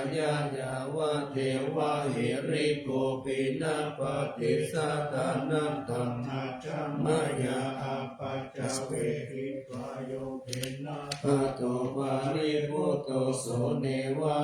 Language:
Pali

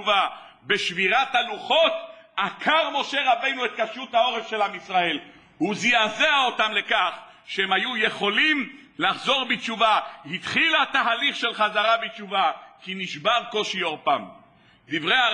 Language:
Hebrew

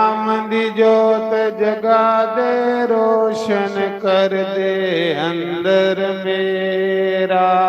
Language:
Dogri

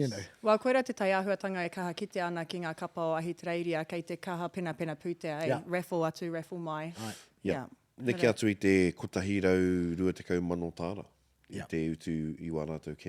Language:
Māori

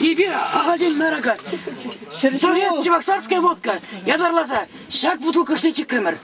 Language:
Chuvash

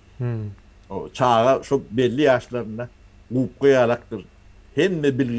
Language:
Turkmen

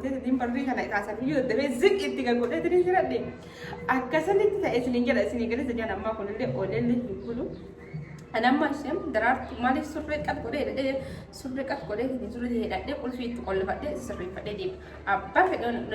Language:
Oromo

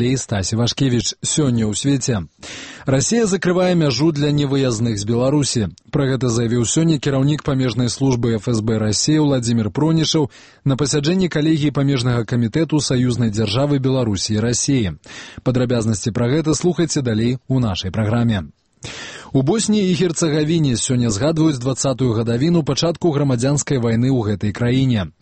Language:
Belarusian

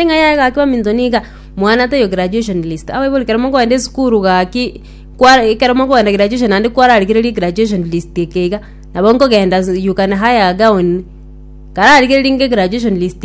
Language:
Gusii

